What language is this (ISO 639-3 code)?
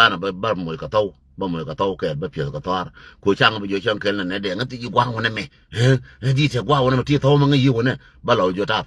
nus